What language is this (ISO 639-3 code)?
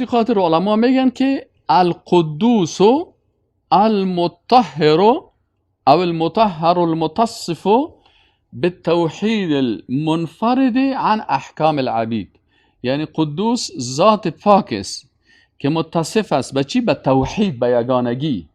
fas